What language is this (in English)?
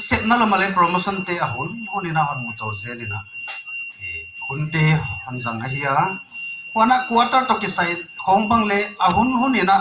Paite Chin